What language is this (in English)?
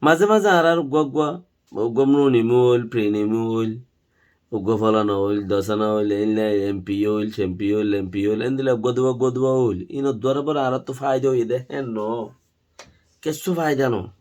Rohingya